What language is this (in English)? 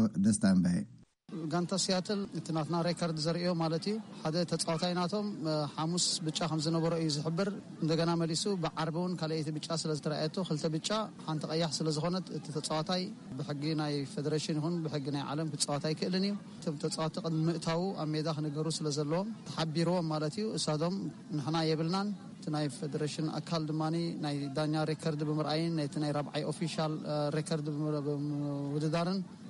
Tigrinya